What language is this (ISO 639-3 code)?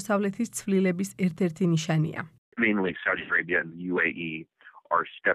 kat